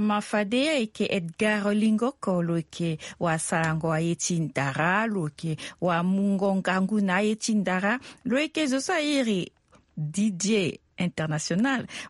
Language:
Sango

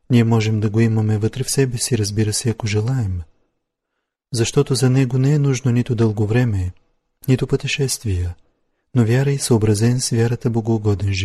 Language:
Bulgarian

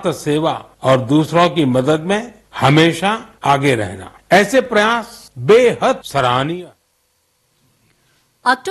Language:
Telugu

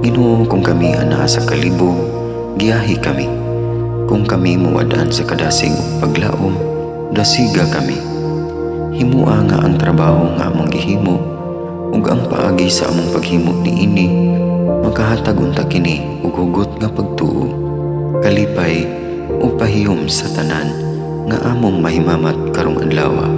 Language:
Cebuano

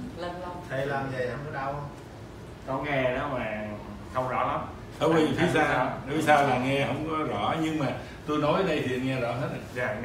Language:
Vietnamese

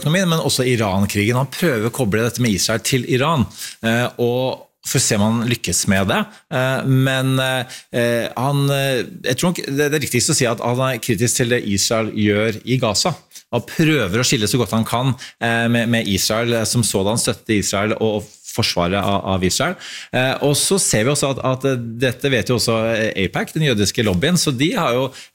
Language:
Norwegian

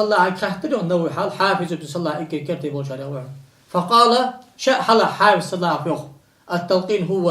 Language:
Ingush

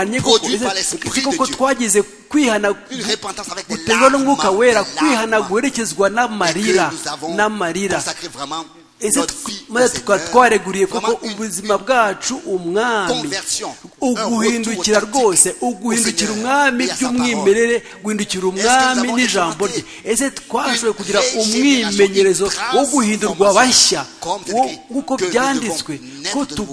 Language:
Kinyarwanda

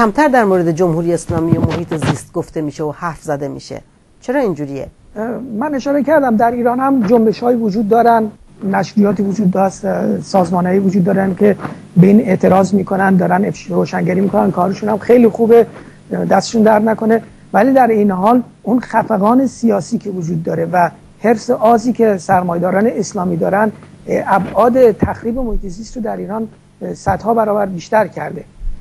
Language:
Persian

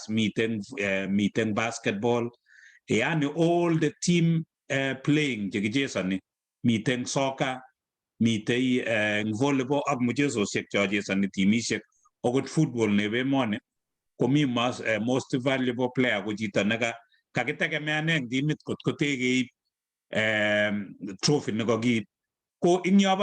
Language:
Kalenjin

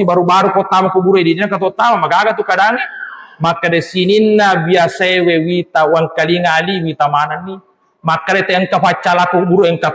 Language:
Buginese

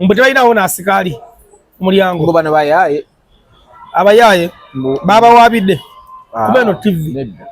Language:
Ganda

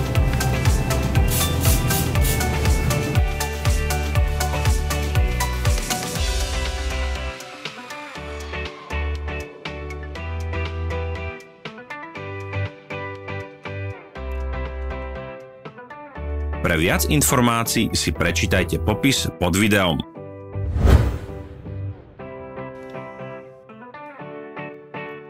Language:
Slovak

